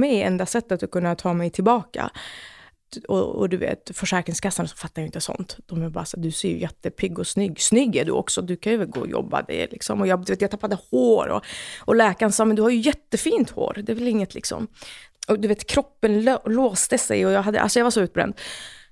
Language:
Swedish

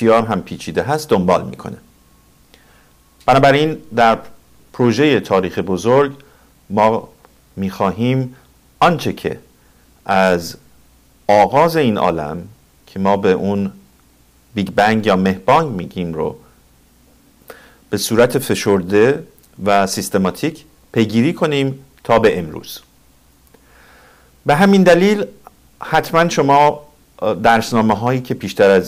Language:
Persian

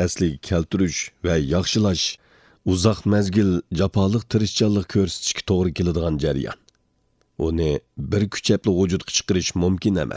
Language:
Uyghur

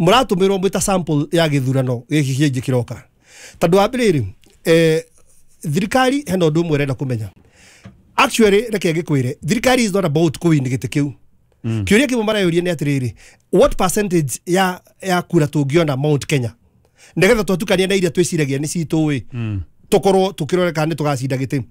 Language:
Kikuyu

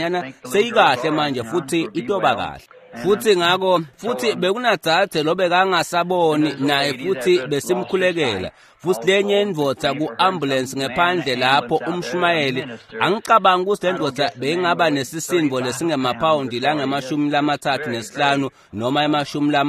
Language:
Swati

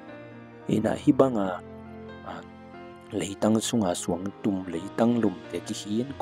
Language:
Tedim Chin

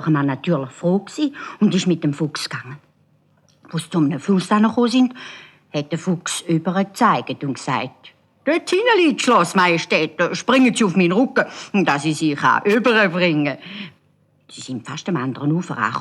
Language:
Swiss German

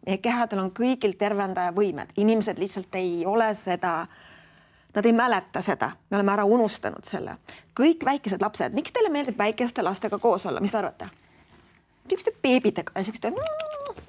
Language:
Estonian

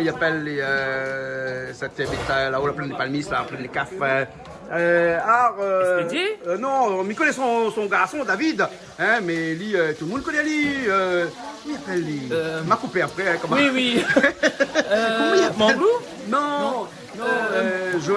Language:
Réunion Creole French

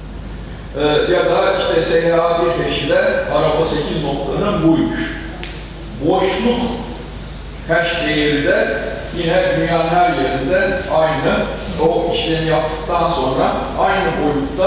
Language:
Turkish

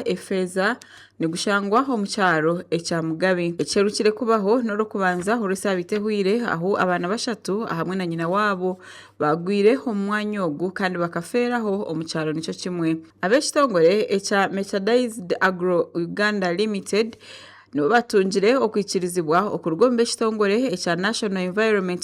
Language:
Nyankole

